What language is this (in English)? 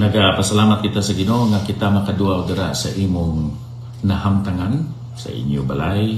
Hiligaynon